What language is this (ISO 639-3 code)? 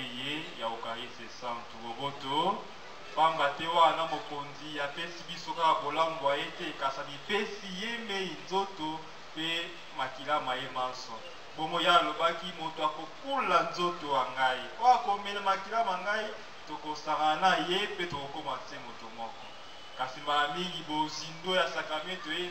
lin